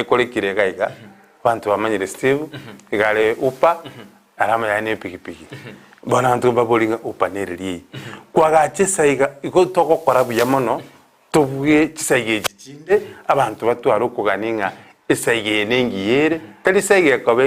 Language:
Gusii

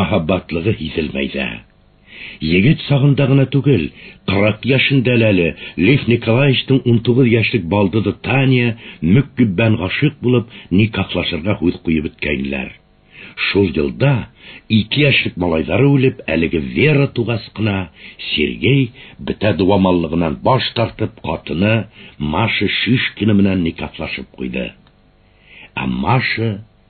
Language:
Bashkir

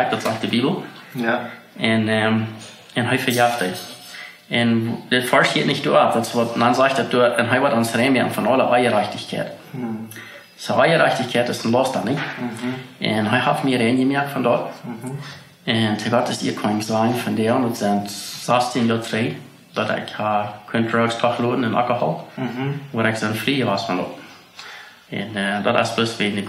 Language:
Plautdietsch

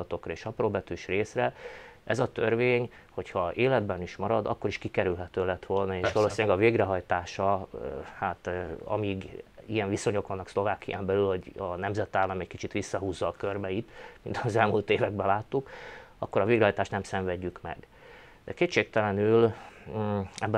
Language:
Hungarian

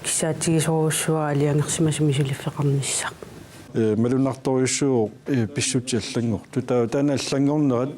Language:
Kalaallisut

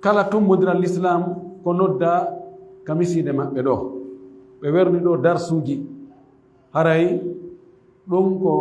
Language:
Fula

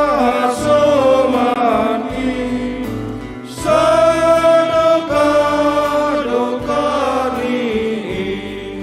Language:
Batak Simalungun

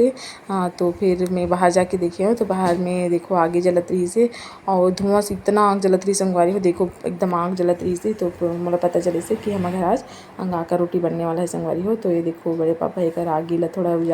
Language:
Chhattisgarhi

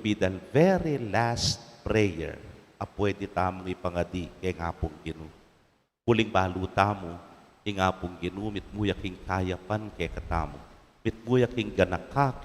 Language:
Pampanga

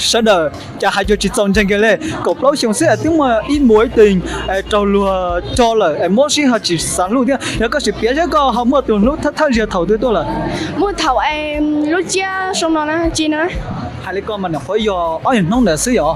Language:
Hmong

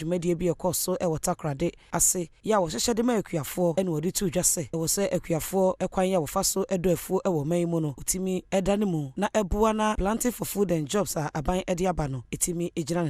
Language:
Akan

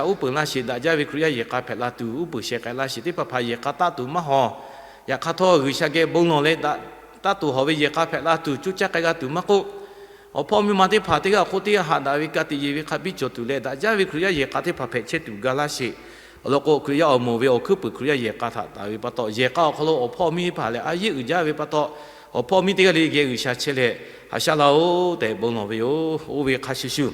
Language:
Lahu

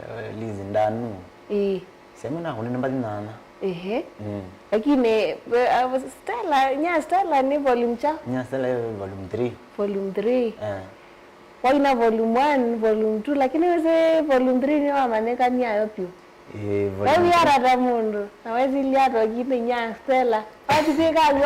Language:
Kamba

